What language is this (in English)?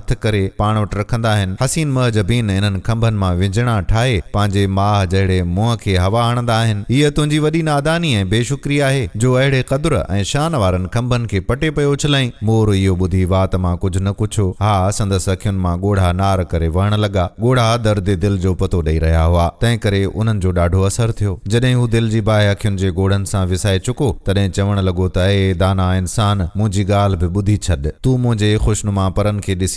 Sindhi